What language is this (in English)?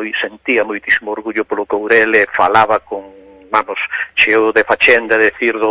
Galician